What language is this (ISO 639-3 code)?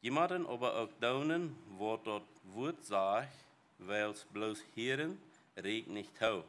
pdt